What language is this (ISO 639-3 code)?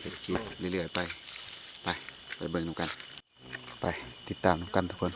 lao